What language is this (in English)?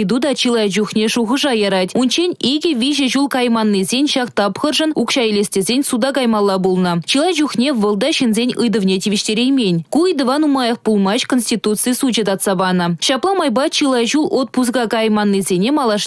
Chuvash